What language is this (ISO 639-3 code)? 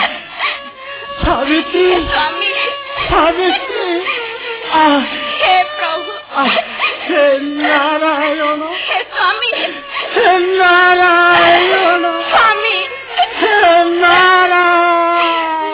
ori